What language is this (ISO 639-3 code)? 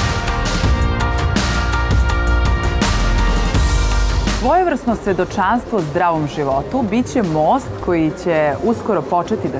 srp